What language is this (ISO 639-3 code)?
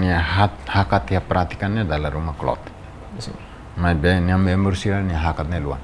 tet